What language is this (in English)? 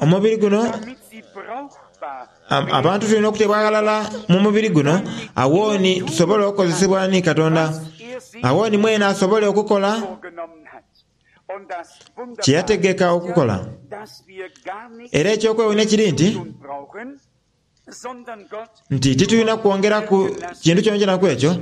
Soga